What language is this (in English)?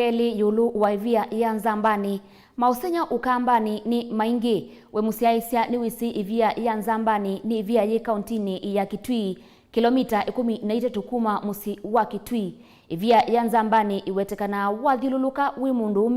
Kamba